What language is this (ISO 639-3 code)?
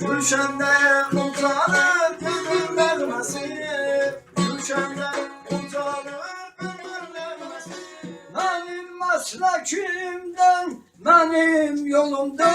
azb